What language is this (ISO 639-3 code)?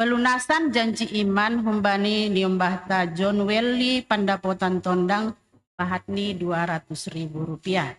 bts